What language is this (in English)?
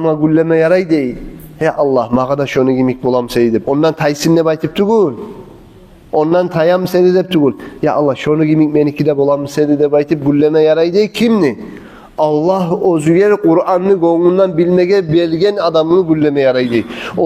Kumyk